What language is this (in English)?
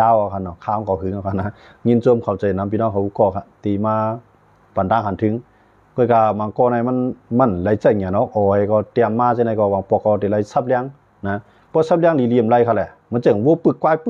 Shan